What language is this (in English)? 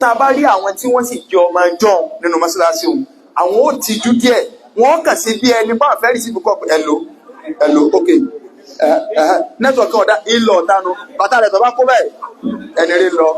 Yoruba